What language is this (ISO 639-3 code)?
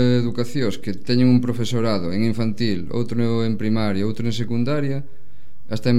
glg